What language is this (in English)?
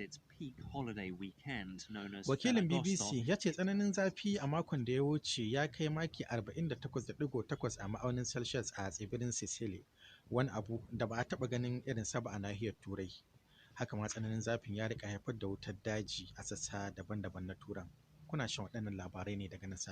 Hausa